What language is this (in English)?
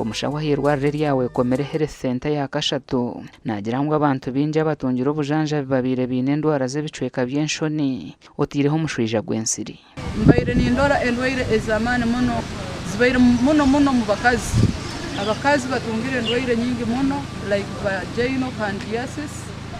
Nyankole